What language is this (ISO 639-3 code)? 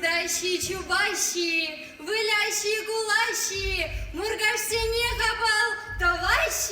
chv